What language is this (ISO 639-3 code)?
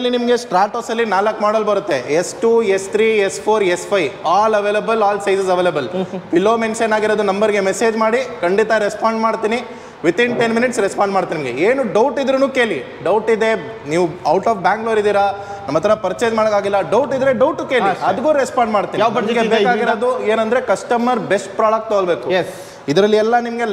kan